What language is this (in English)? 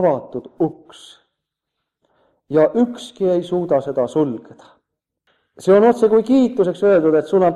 Estonian